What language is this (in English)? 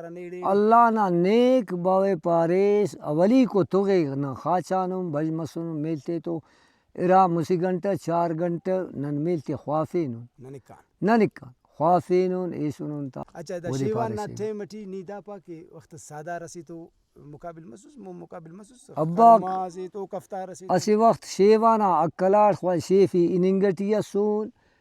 Brahui